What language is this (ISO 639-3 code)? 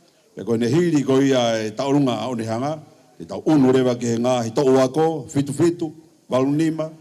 ton